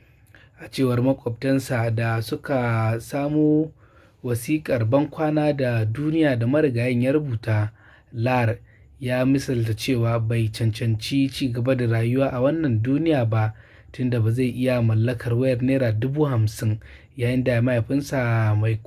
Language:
Hausa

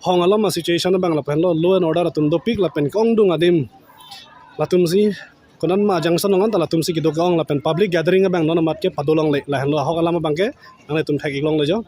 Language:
Karbi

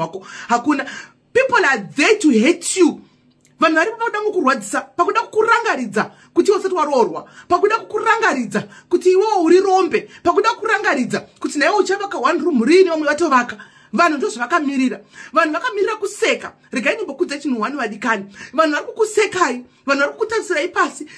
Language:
Shona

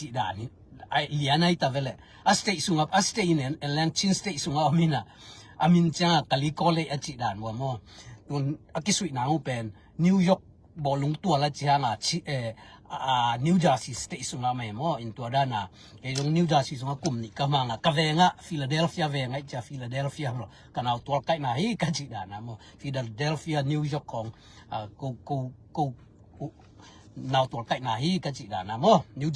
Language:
Tedim Chin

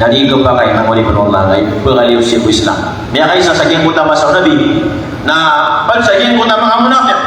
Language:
Maranao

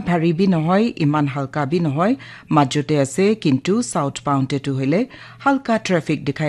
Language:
Naga Pidgin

